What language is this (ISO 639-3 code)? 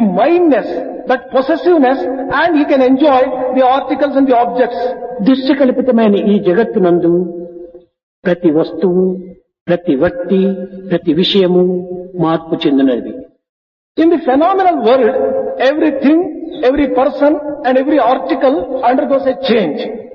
tel